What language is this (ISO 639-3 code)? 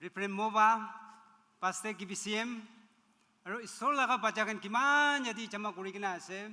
nag